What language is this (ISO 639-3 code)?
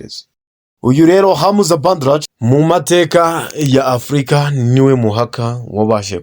kin